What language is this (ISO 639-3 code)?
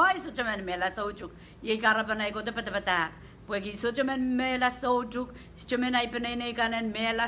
pon